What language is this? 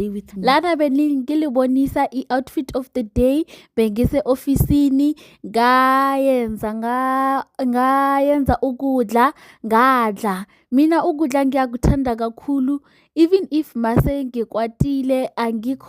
Zulu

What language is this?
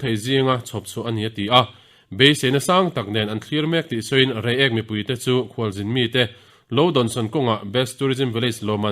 Mizo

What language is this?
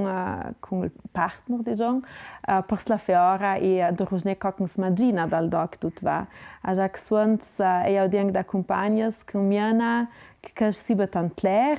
Ladin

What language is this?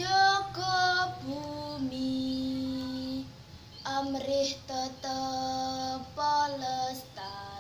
Javanese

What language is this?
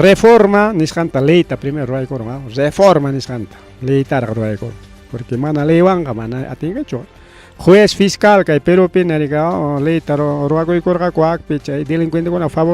Ayacucho Quechua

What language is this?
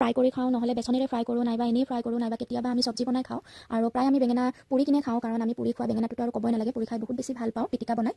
Assamese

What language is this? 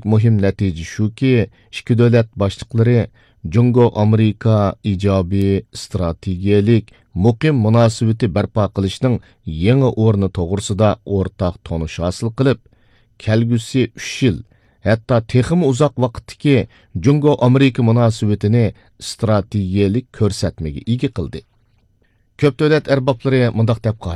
Uyghur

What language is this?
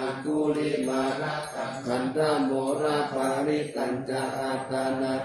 Pali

